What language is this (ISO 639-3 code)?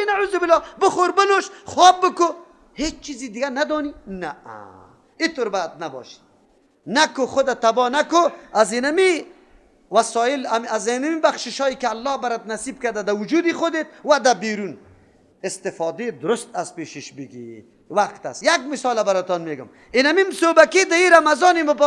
fas